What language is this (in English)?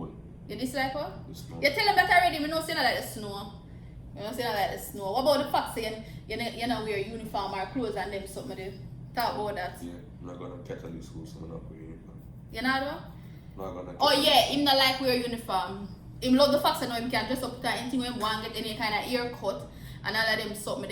Jamaican Creole English